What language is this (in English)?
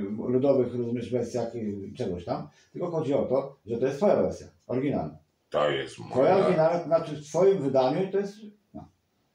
Polish